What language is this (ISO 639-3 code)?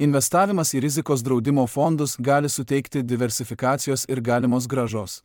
lit